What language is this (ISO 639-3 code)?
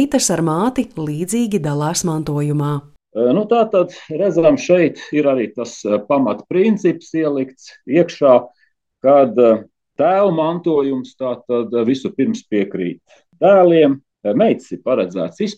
lav